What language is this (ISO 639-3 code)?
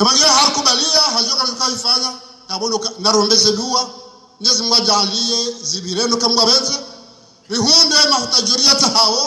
zdj